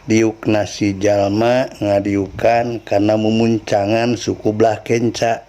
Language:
Sundanese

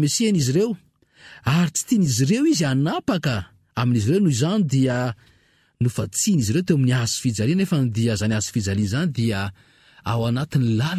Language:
Malagasy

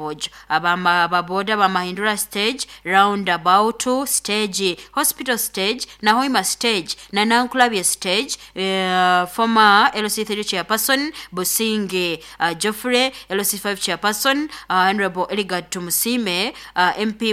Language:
Nyoro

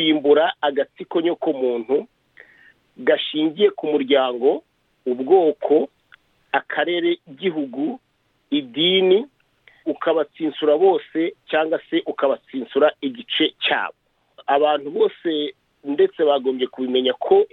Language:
Kinyarwanda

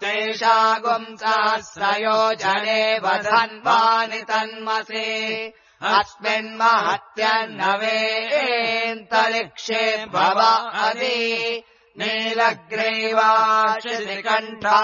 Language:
Sanskrit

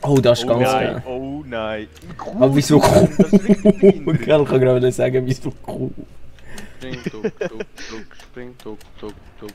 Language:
Swiss German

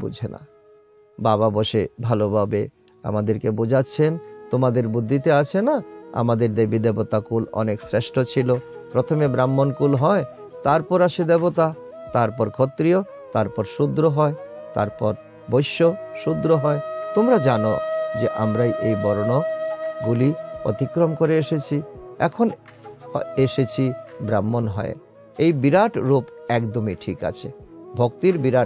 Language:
Bangla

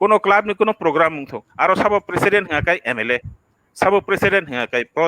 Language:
Kok Borok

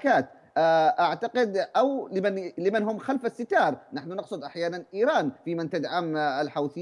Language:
Arabic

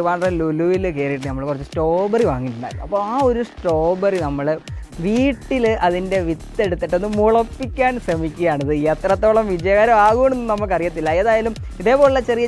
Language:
Malayalam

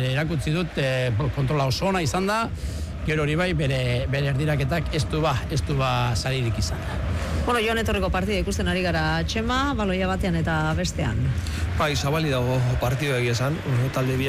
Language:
Basque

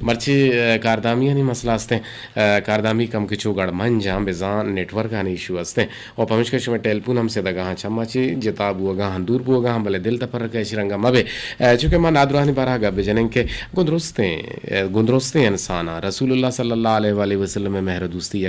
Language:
Eastern Balochi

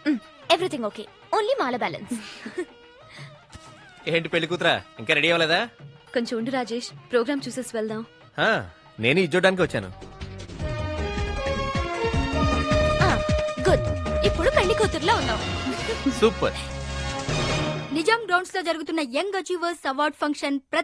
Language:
Telugu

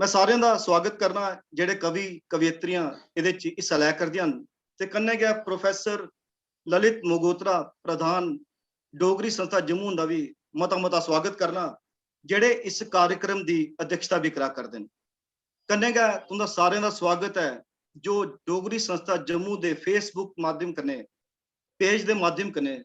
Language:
Dogri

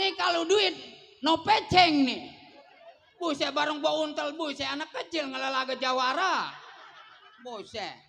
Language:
Betawi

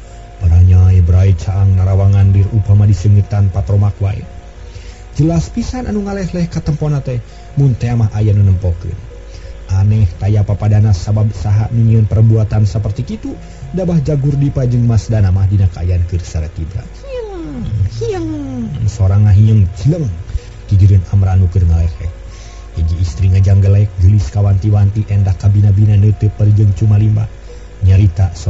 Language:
Sundanese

